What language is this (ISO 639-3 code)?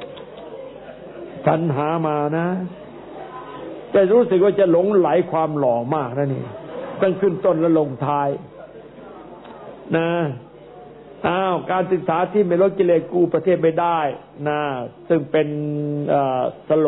tha